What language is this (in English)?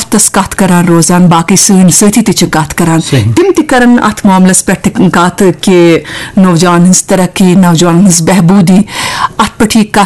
Kashmiri